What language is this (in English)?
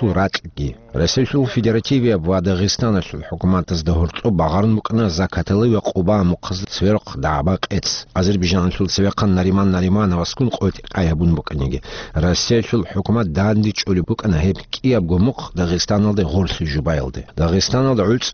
Avaric